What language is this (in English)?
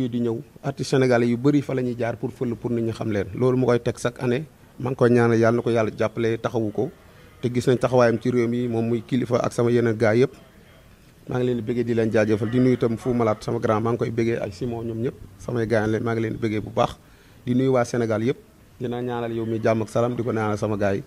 Wolof